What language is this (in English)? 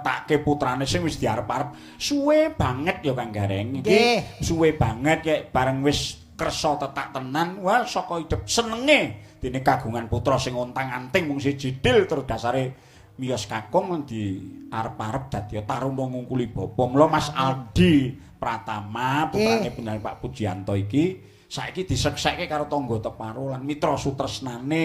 Javanese